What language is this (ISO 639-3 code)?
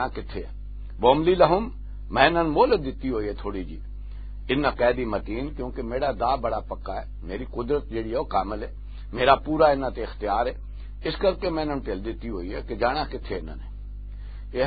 lah